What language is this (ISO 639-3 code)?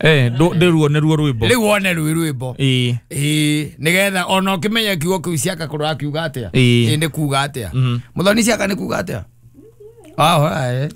kik